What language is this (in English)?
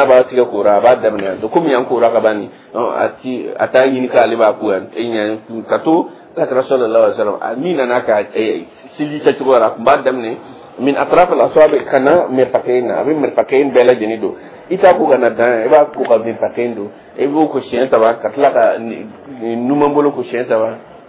Dyula